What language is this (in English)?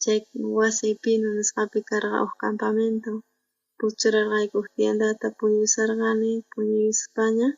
South Bolivian Quechua